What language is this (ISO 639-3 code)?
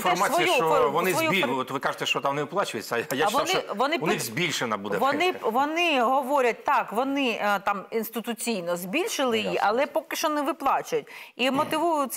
ukr